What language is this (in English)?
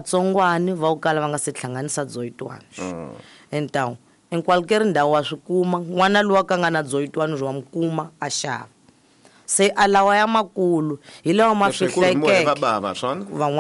Tsonga